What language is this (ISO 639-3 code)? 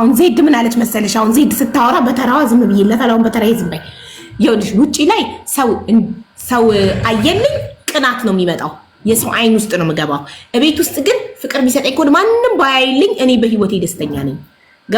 amh